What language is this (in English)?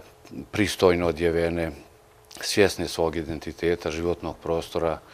Bosnian